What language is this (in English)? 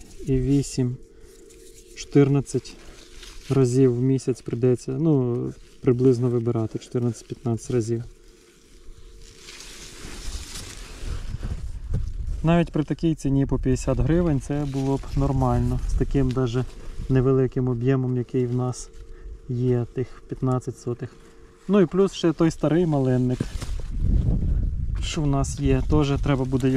Ukrainian